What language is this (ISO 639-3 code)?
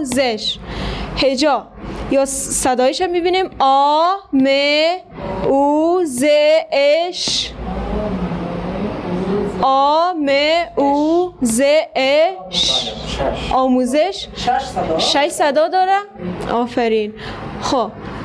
fas